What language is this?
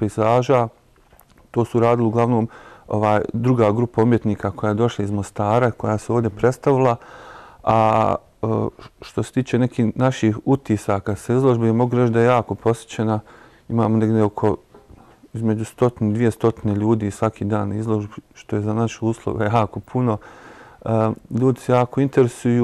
Bosnian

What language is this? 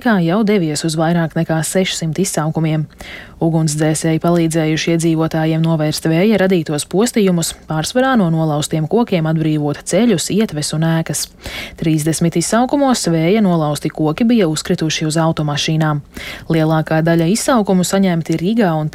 Latvian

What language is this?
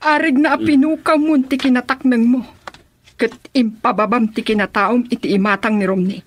Iloko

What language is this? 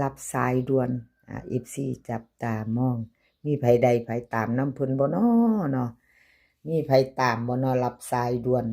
Northeastern Thai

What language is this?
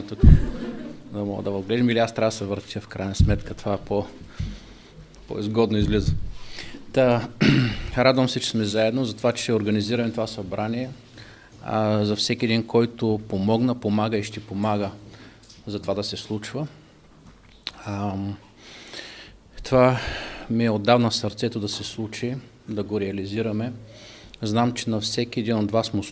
Bulgarian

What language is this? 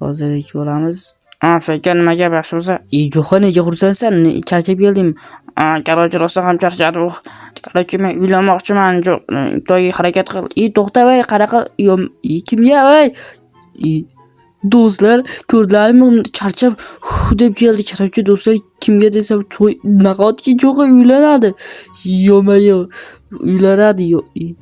Uzbek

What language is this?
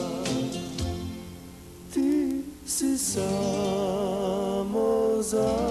Croatian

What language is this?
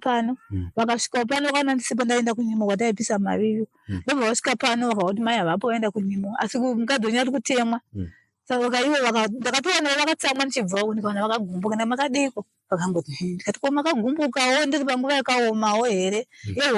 Shona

